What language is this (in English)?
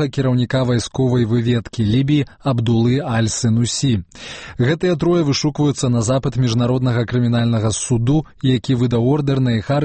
Belarusian